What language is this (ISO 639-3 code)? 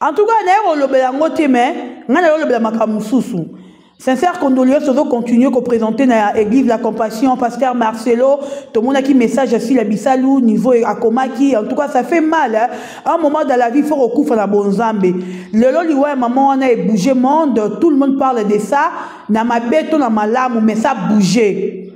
lin